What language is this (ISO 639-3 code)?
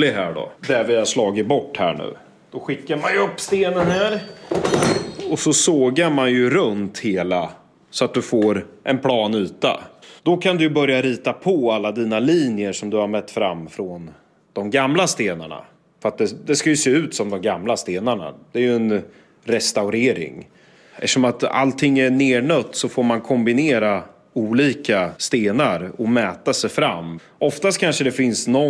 swe